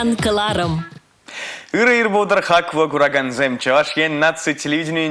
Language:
Chuvash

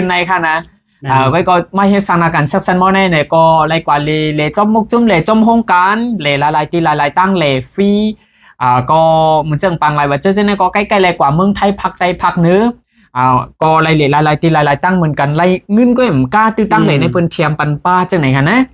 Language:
Shan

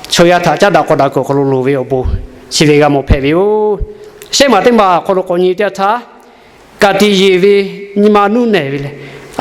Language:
Lahu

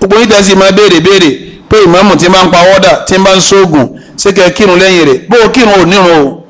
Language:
Yoruba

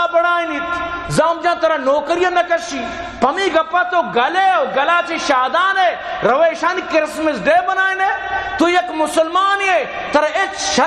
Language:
Baluchi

